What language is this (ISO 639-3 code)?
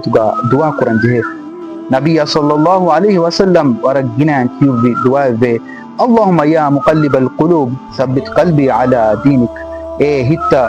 div